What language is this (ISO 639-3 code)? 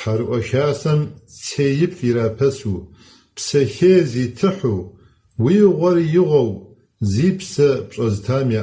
kbd